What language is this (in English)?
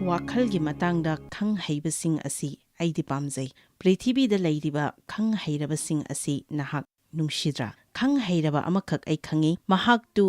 Manipuri